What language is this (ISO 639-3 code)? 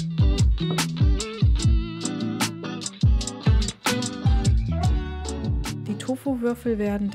deu